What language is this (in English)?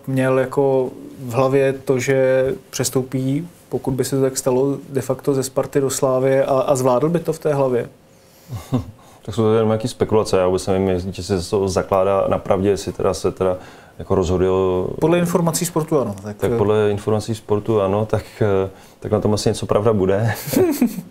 Czech